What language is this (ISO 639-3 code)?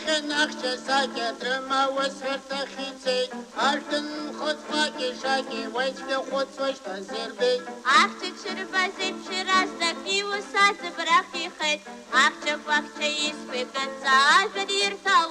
abk